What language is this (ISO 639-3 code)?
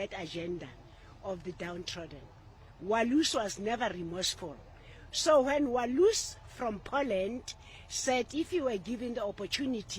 tso